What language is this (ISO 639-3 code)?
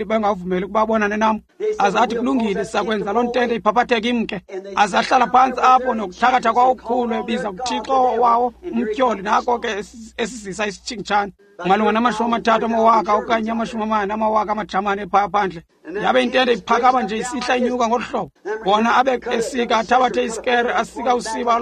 xho